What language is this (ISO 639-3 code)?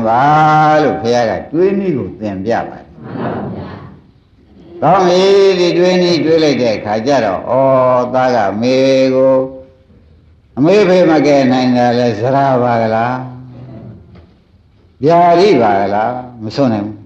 mya